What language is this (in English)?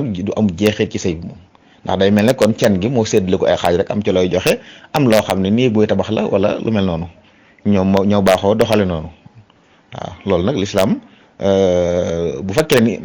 Wolof